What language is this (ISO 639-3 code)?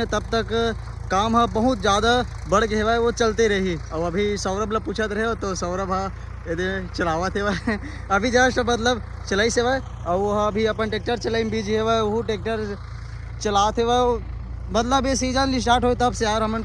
hne